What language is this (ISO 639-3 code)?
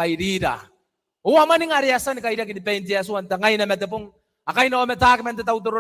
gil